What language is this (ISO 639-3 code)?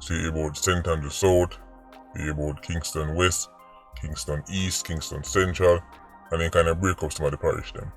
jam